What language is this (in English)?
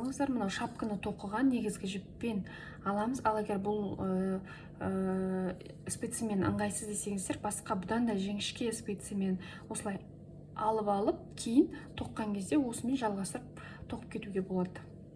Kazakh